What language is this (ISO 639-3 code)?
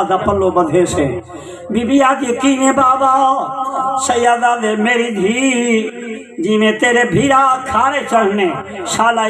skr